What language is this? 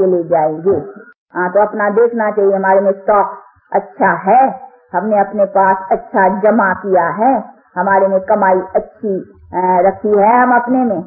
Hindi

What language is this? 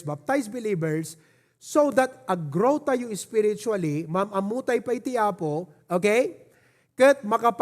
Iloko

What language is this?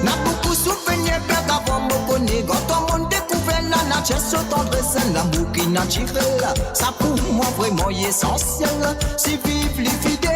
Morisyen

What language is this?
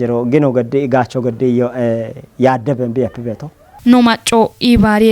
Kafa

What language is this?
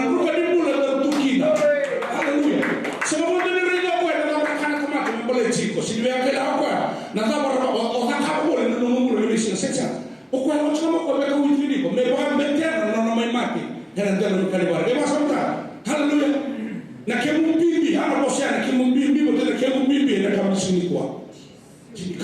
Fijian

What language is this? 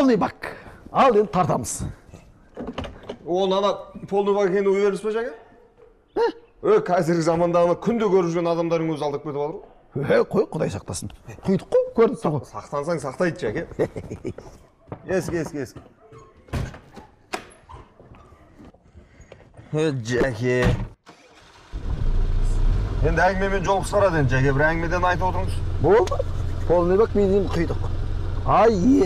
Kazakh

